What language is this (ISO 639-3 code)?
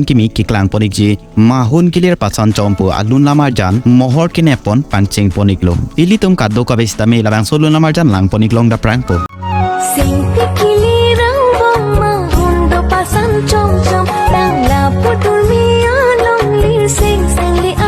mjw